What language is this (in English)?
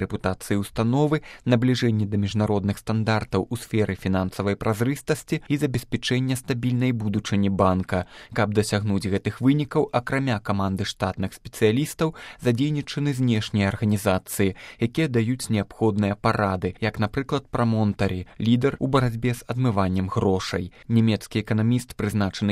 Belarusian